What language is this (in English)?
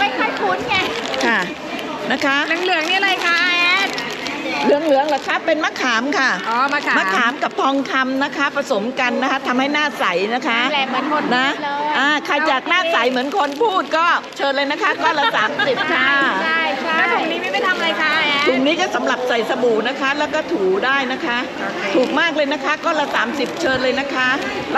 Thai